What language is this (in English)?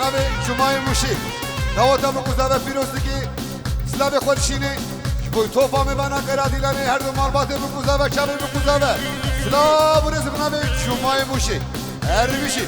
Kurdish